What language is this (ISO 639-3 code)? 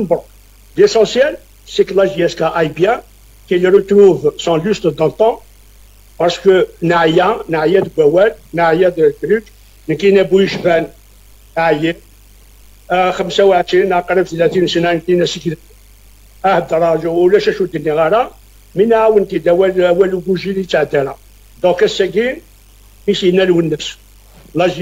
kab